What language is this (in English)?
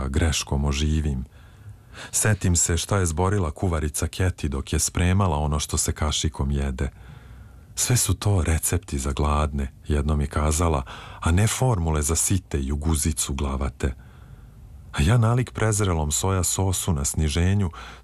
Serbian